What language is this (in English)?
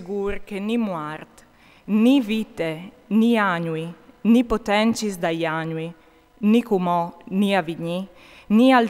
Friulian